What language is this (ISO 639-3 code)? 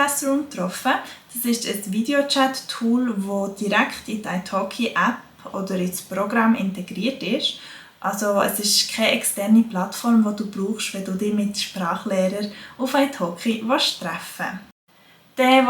gsw